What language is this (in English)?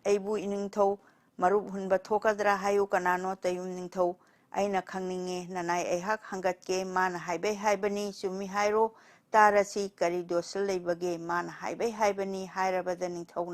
Manipuri